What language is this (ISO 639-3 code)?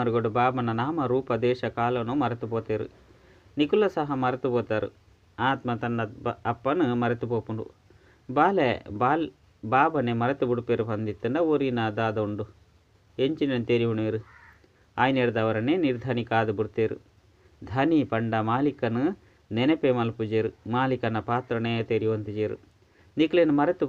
tcy